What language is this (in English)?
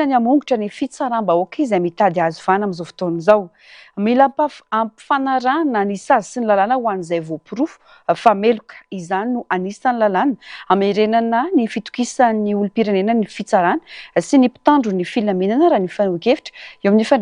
Malagasy